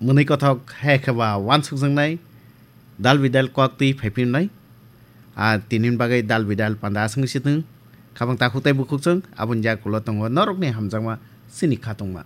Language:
Kok Borok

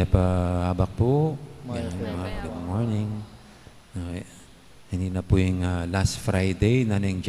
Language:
Pampanga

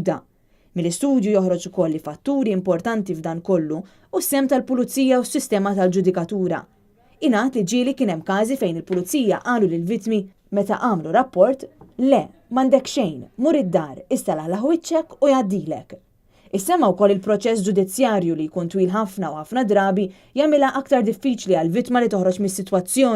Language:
Maltese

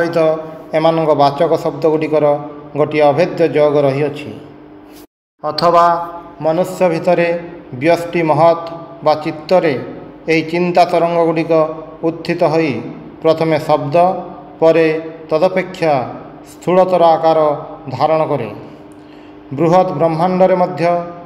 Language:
Odia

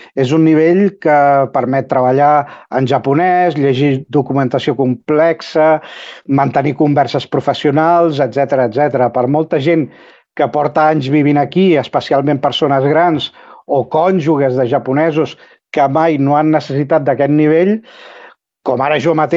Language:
Catalan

